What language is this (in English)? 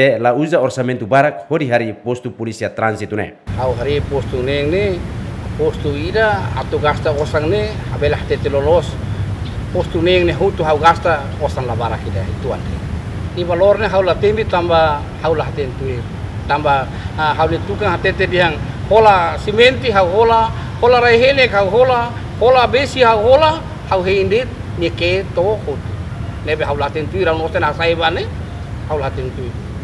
Tetum